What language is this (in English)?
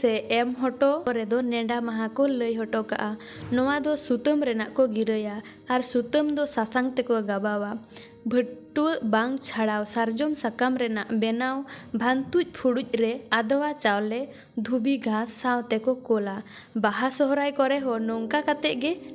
Santali